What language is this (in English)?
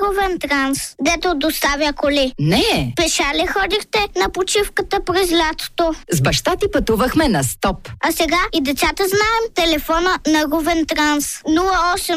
Bulgarian